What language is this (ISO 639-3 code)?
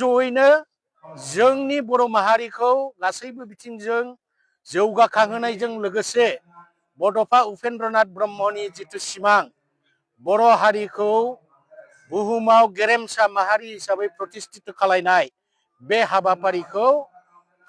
brx